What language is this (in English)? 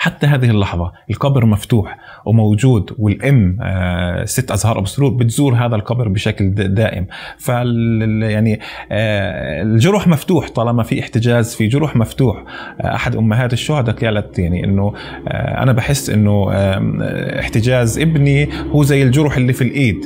North Levantine Arabic